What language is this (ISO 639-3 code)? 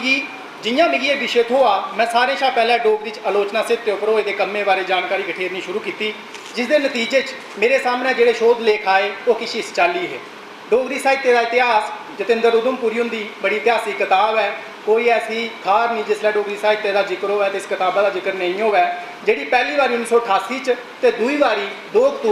doi